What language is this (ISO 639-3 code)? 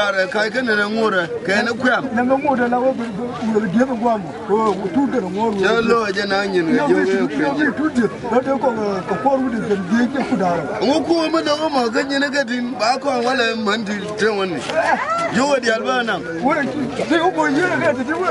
nus